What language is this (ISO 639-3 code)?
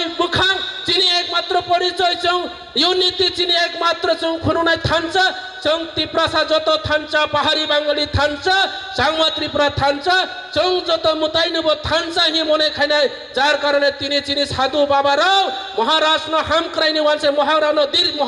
trp